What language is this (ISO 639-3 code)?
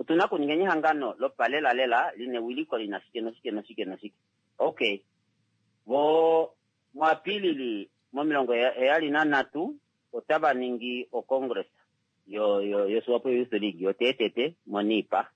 kua